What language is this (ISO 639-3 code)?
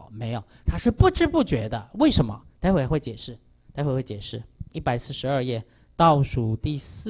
zho